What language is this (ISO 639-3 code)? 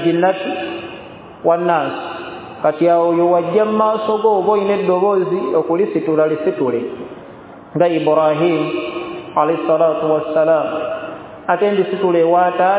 lug